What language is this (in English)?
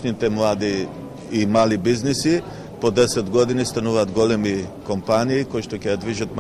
Macedonian